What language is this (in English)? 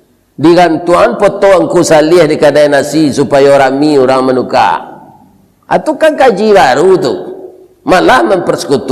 Minangkabau